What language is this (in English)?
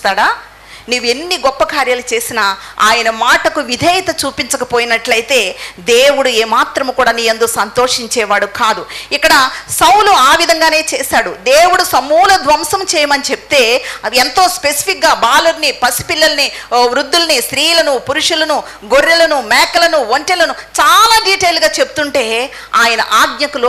Telugu